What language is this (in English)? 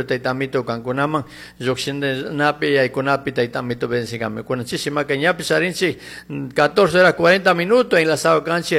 Chimborazo Highland Quichua